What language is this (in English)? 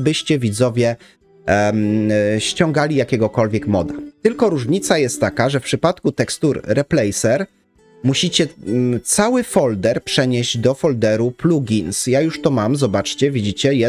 Polish